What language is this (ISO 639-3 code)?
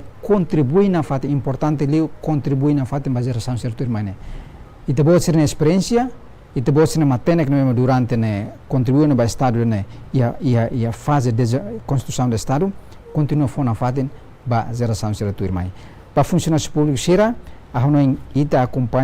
tet